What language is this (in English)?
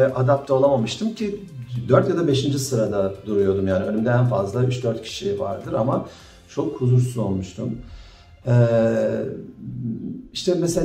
Turkish